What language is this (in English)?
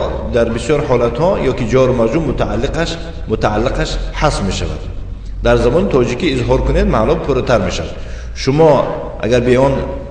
Tajik